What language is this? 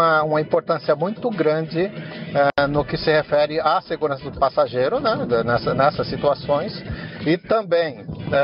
Portuguese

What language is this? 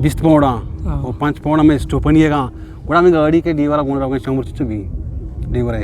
Eastern Balochi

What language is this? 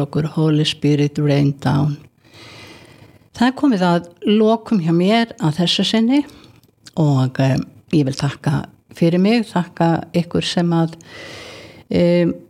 Icelandic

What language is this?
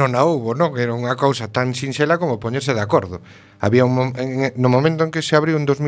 Galician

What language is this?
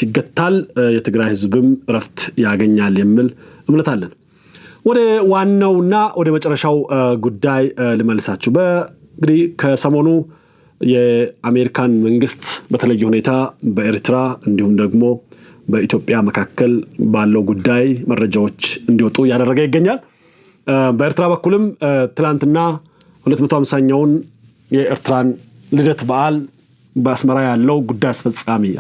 Amharic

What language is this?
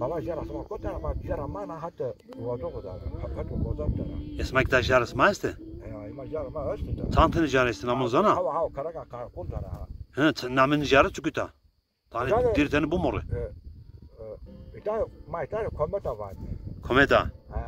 Zaza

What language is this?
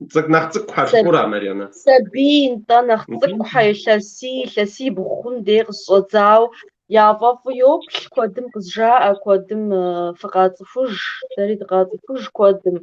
Kabardian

